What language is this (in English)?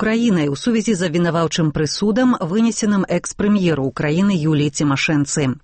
Belarusian